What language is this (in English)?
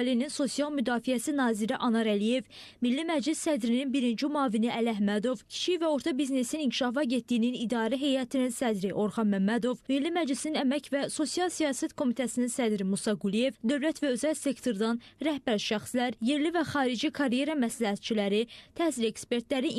Azerbaijani